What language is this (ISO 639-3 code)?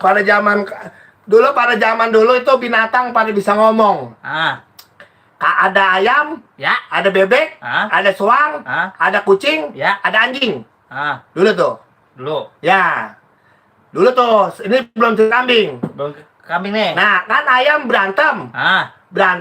bew